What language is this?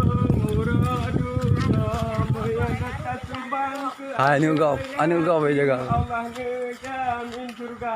Achinese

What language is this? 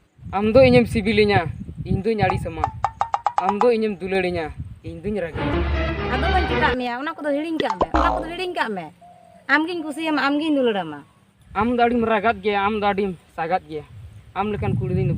Santali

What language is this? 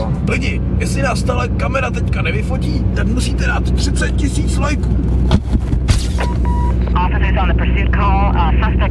Czech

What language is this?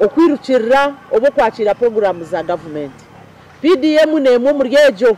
Nyankole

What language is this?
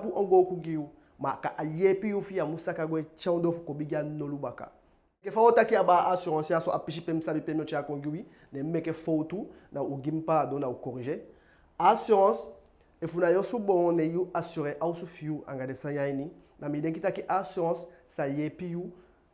Eastern Maroon Creole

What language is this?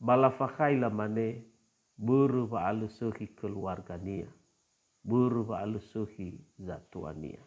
Nias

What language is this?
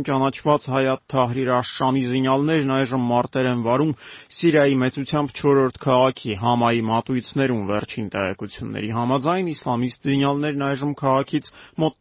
Armenian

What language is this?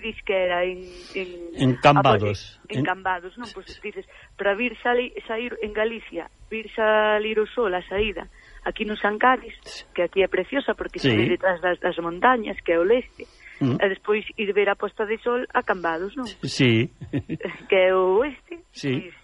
Galician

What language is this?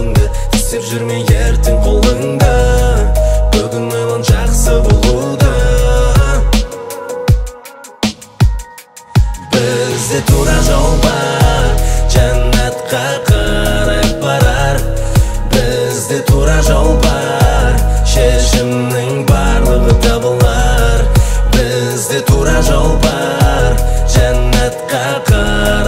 Kazakh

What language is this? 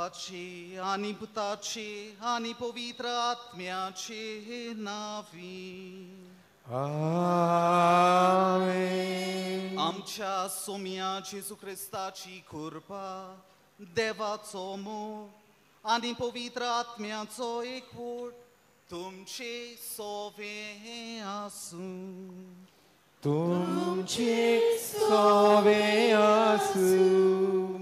Konkani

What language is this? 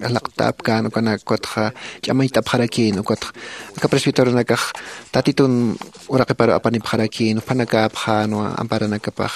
Aymara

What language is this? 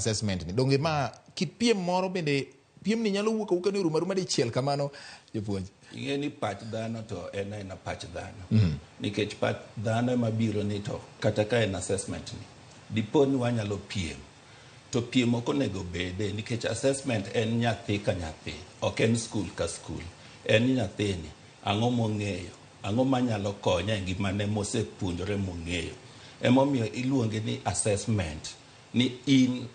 Luo (Kenya and Tanzania)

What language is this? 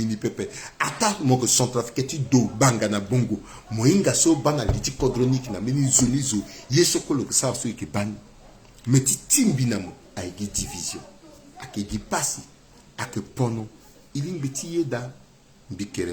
Sango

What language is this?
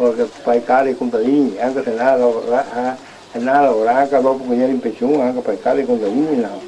Venetian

